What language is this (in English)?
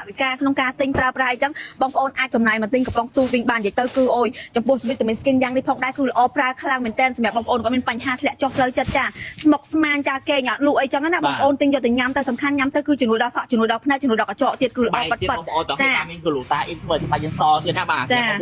Khmer